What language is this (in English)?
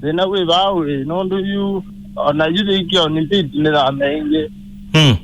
Kamba